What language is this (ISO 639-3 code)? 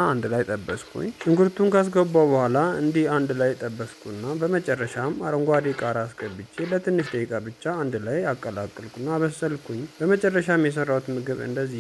amh